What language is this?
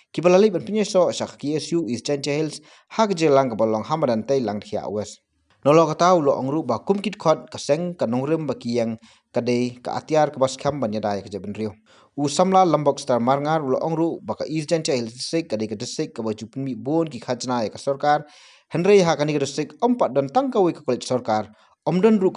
Khasi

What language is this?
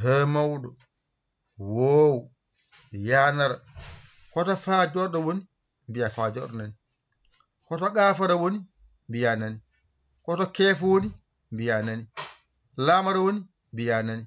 Fula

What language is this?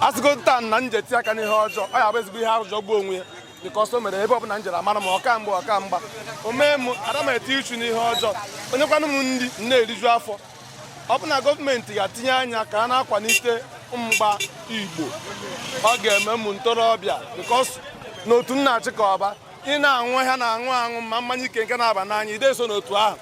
Igbo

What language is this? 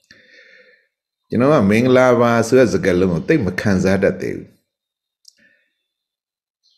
Burmese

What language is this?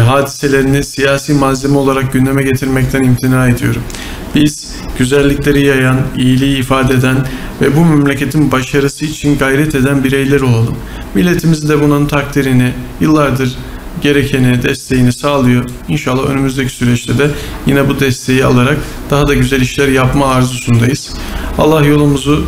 Turkish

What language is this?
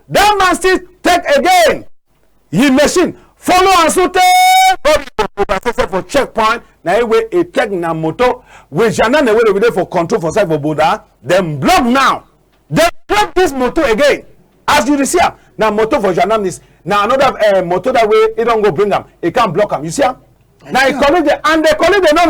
Cameroon Pidgin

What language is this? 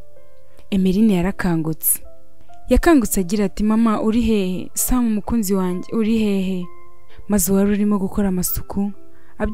Kinyarwanda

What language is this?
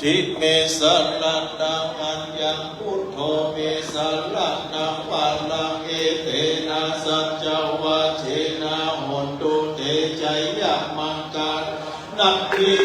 Pali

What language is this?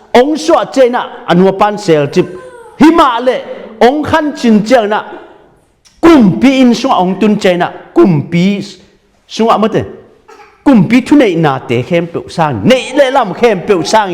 Tedim Chin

